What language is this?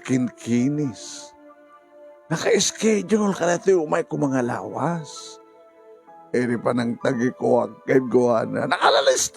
Iloko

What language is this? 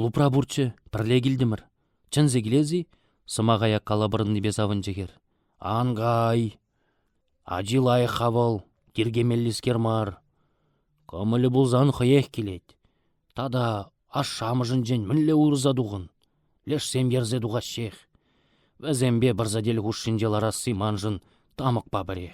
Chuvash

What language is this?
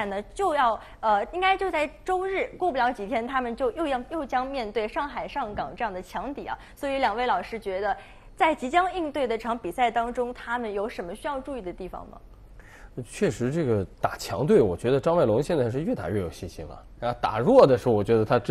Chinese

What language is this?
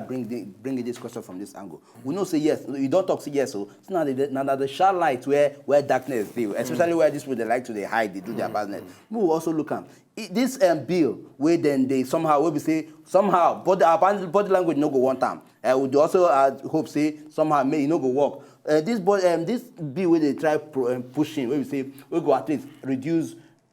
Nigerian Pidgin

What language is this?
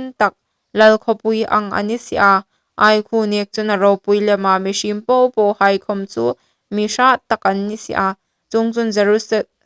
Hmar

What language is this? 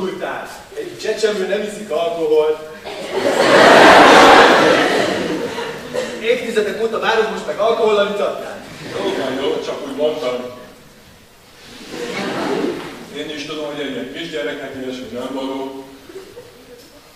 Hungarian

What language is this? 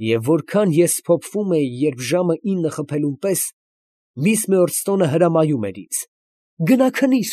Armenian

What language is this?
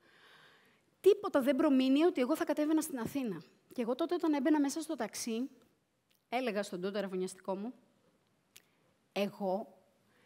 Greek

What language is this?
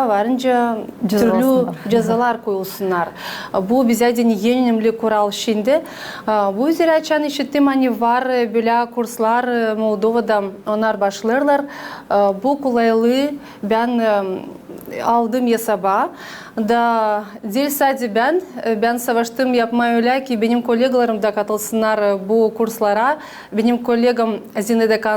Gagauz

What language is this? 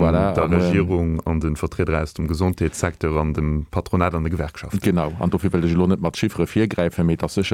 Luxembourgish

